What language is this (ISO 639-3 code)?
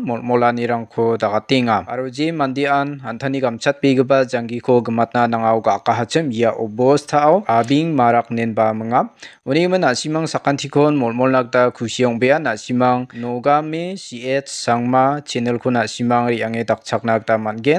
grt